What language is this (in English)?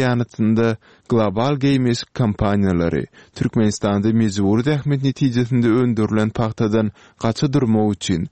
Turkmen